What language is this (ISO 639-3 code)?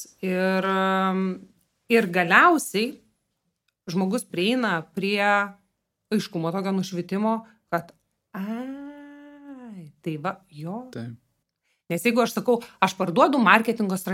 lit